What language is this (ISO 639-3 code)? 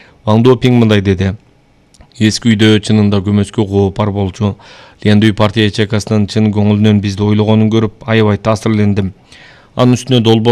kir